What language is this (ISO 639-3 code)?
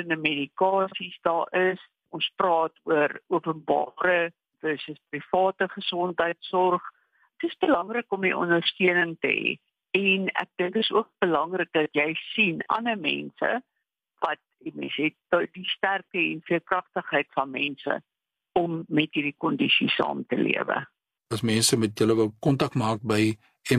afr